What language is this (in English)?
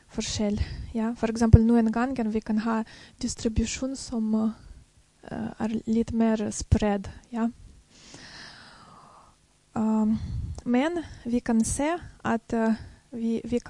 Norwegian